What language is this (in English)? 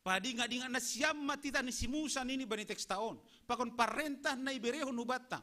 Batak Simalungun